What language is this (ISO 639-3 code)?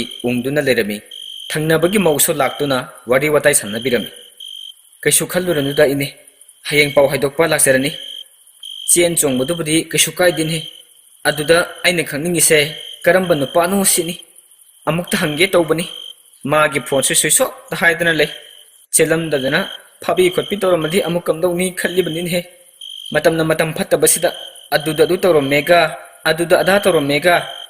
mni